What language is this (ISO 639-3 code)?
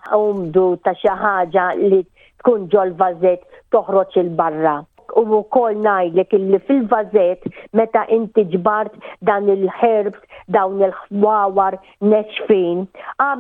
mlt